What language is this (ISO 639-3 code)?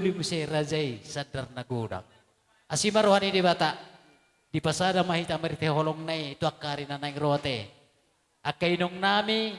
bbc